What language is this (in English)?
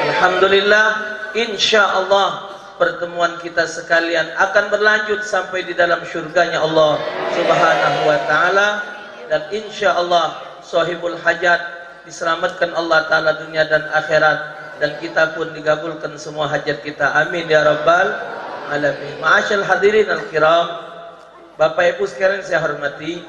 Musi